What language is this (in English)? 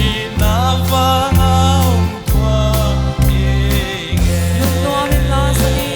Paite Chin